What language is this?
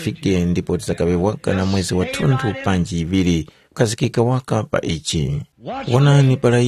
Tumbuka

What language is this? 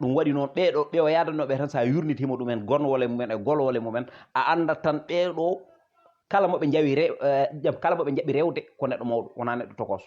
Fula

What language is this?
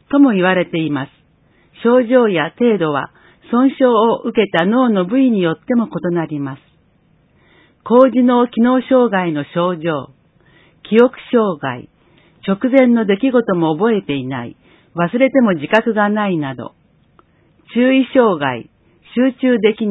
Japanese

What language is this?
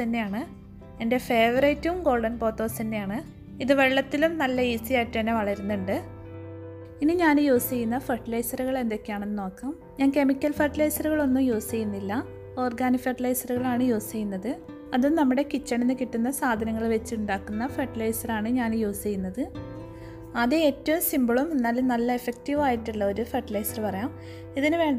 Malayalam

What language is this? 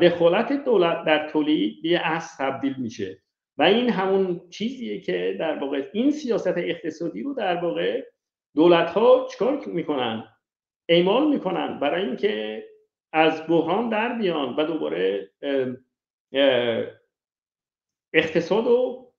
Persian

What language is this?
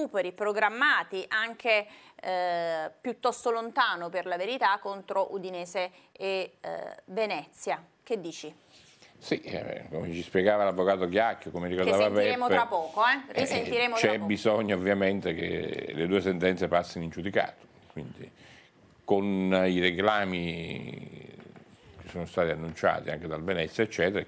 Italian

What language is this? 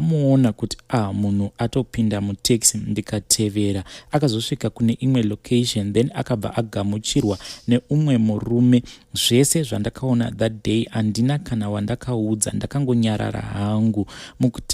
Shona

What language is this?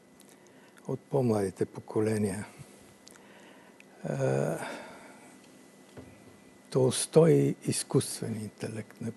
Bulgarian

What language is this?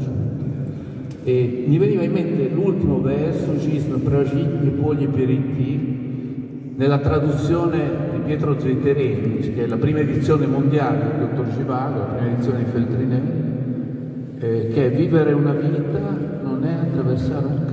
Italian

